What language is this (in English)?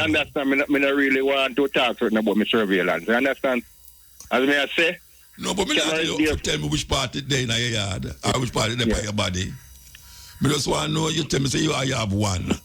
Jamaican Creole English